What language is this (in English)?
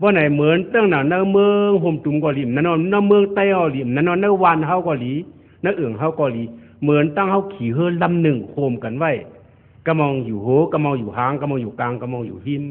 Shan